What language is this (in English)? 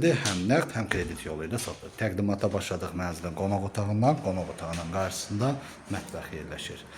Azerbaijani